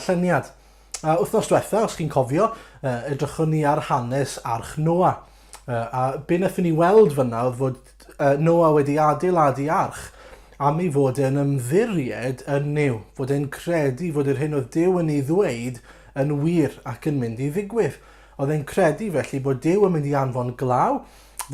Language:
Welsh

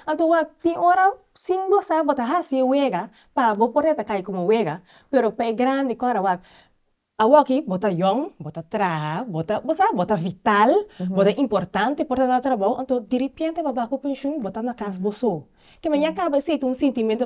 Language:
Papiamento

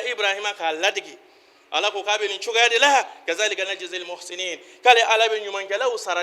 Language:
Bambara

